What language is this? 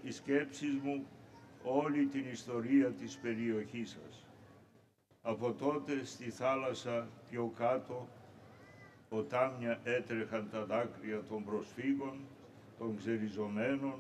Greek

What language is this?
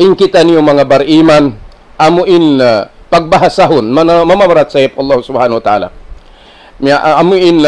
Tausug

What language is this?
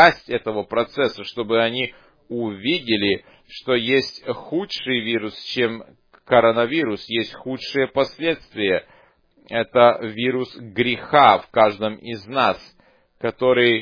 Russian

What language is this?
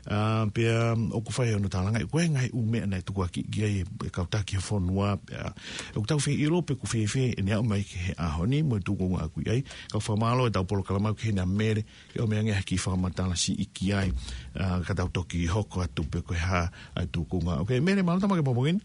Tongan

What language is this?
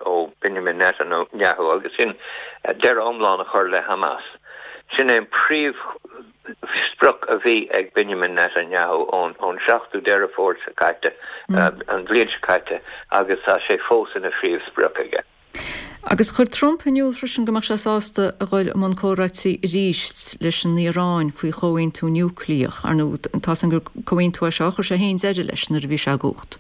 Irish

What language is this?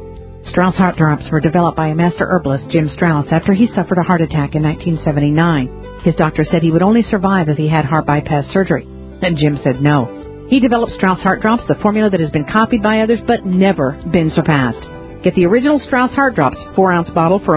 English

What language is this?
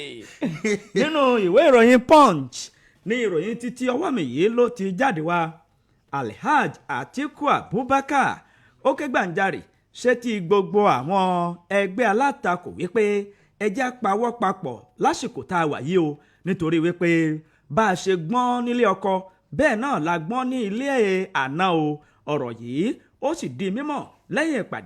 Yoruba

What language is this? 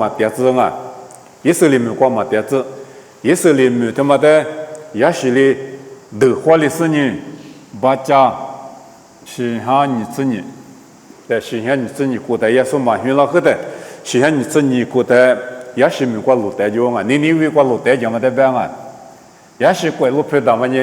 Lisu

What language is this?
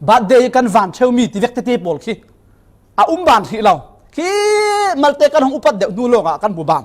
Falam Chin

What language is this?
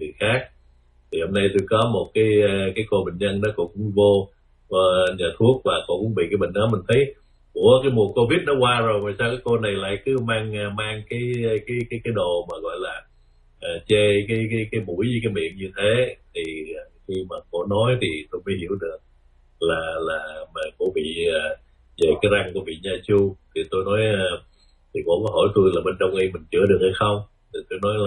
Vietnamese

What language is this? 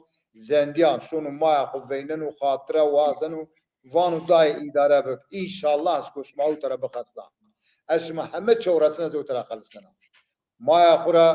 Zaza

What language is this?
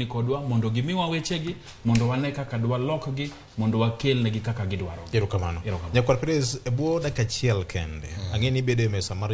Luo (Kenya and Tanzania)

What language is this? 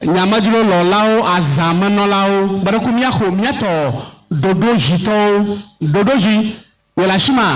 Ewe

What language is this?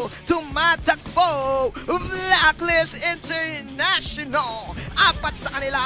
Filipino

